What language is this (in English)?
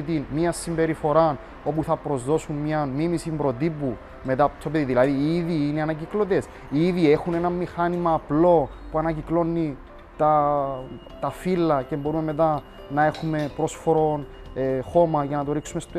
Greek